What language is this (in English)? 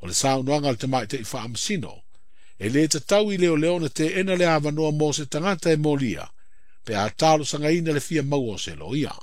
Samoan